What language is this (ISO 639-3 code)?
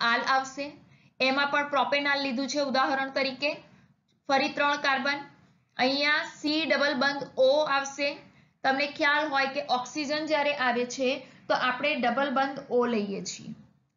guj